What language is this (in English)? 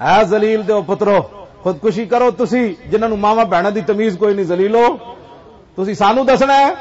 Western Panjabi